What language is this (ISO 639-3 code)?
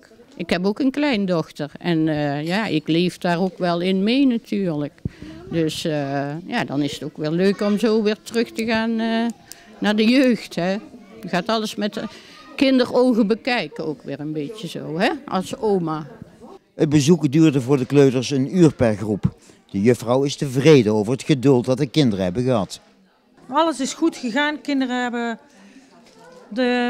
nld